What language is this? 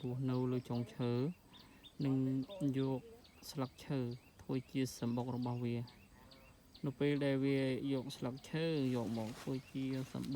Khmer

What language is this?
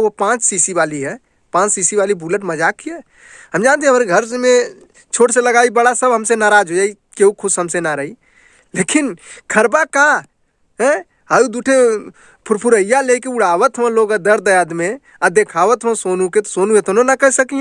Bhojpuri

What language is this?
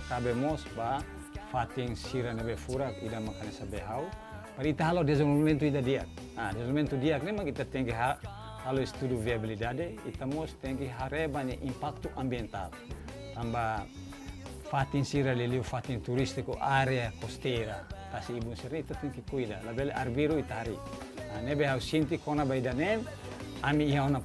Tetum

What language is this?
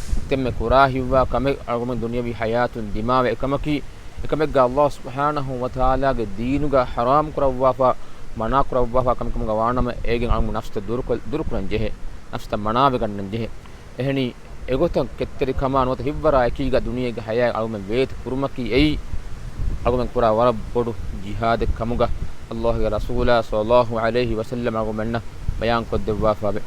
Divehi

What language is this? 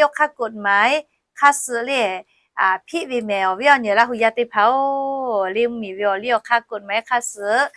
Lahu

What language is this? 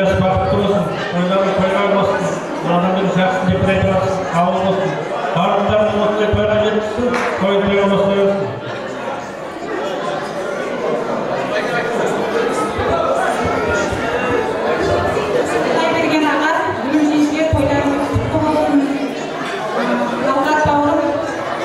Kazakh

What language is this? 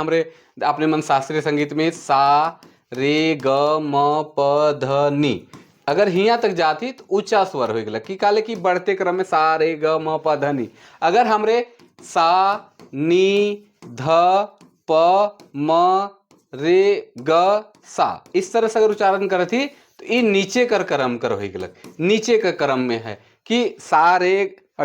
Sadri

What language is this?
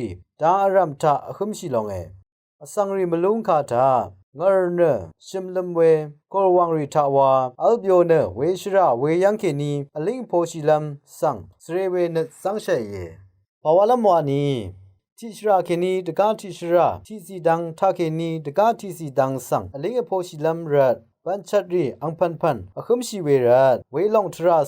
Rawang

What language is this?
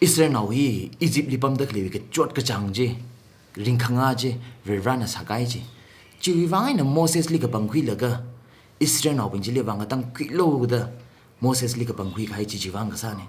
Tangkhul Naga (India)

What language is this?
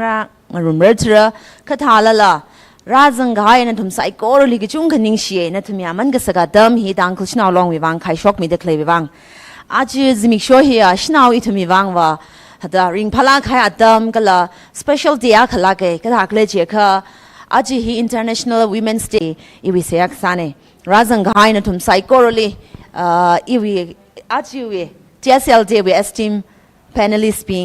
Tangkhul Naga (India)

